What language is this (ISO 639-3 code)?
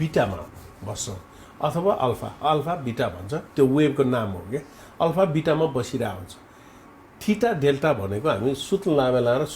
nep